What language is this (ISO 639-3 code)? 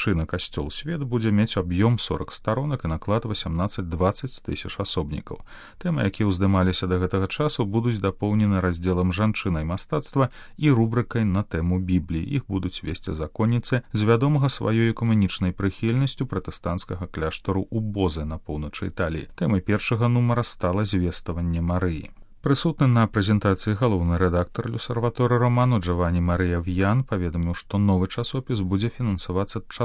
bel